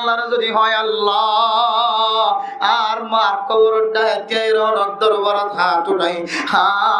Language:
Rohingya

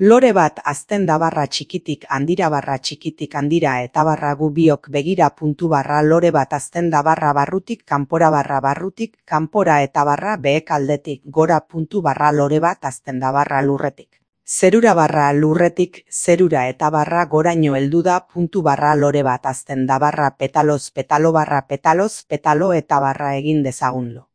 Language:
Basque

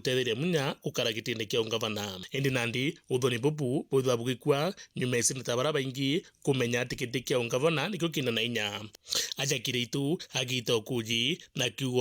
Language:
Meru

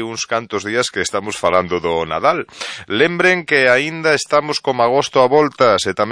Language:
Galician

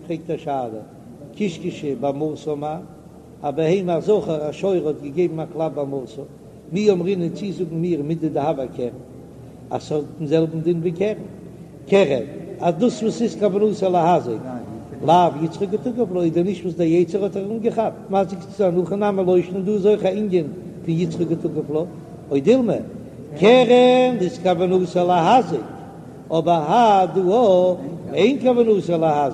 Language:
Yiddish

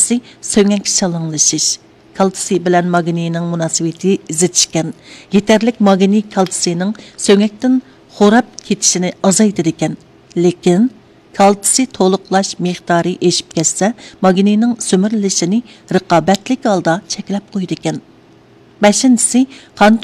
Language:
Uyghur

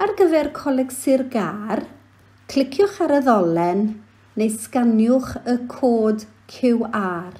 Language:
Welsh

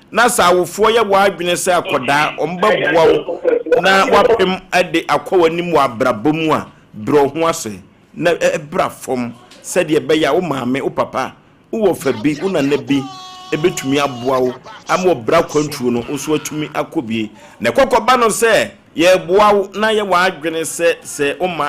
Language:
Akan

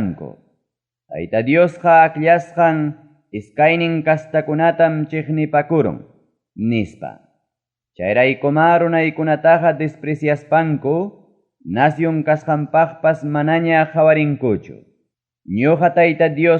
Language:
Ayacucho Quechua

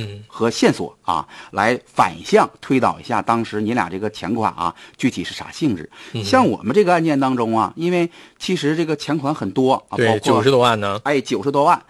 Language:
Chinese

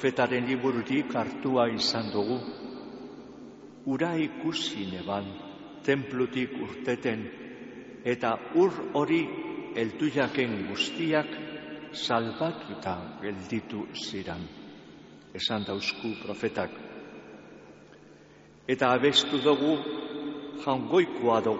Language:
Basque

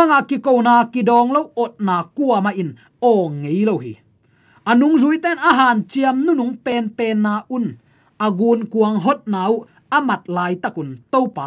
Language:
Tedim Chin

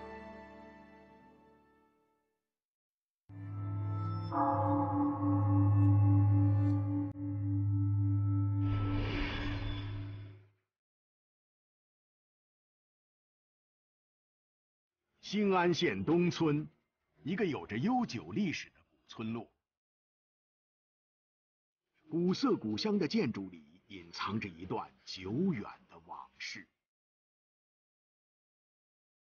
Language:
Chinese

